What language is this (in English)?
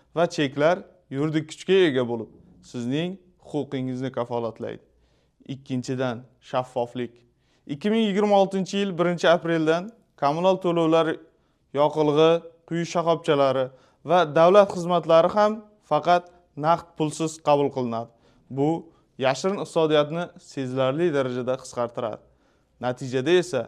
Uzbek